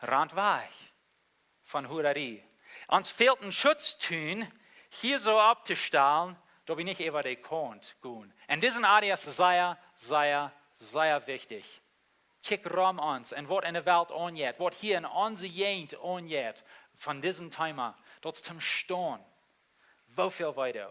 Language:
Plautdietsch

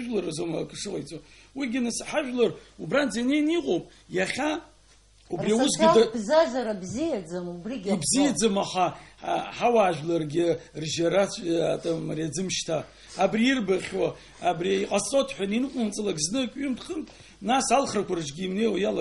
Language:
Abkhazian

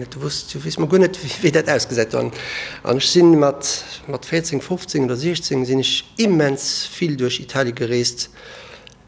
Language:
Luxembourgish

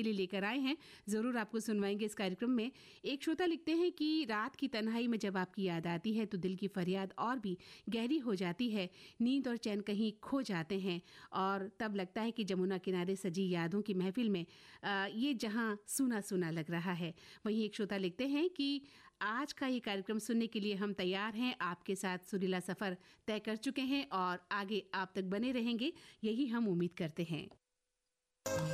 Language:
Hindi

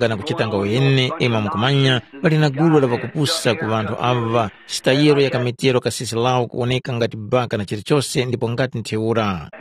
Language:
Tumbuka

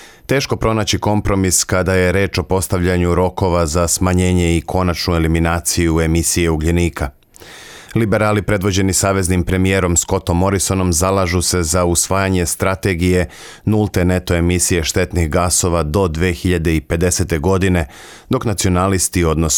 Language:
Serbian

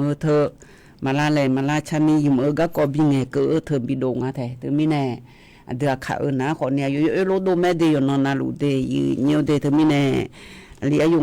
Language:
Akha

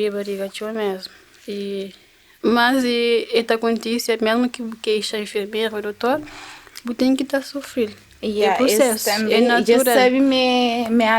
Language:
Kabuverdianu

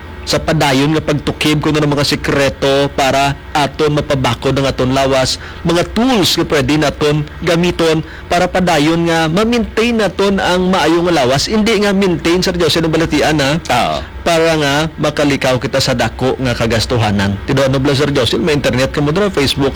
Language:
Hiligaynon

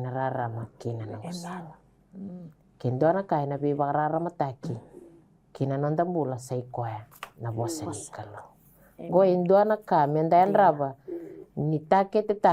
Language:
Fijian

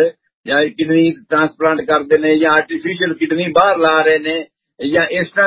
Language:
Punjabi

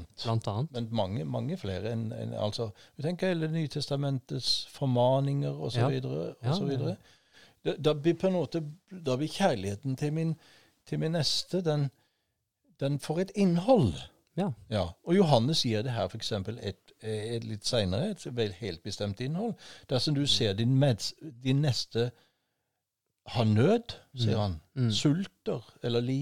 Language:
Norwegian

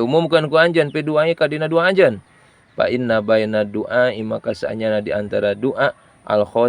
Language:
Sundanese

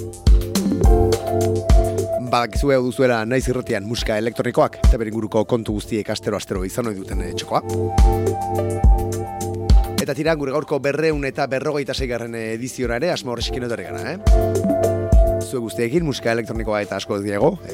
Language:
Basque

